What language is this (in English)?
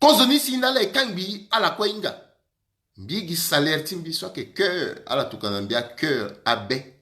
Sango